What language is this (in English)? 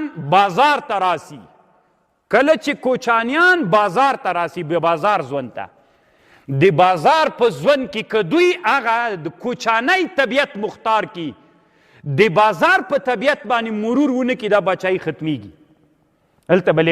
Pashto